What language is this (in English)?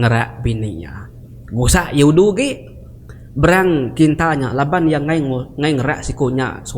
Iban